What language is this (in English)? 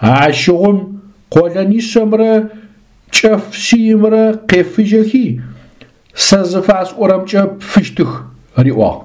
Adyghe